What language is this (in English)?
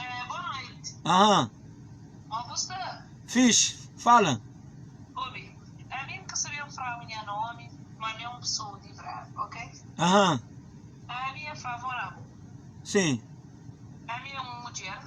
Kabuverdianu